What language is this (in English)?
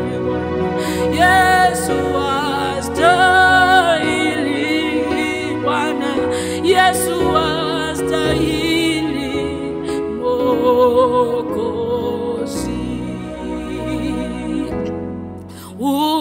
Swahili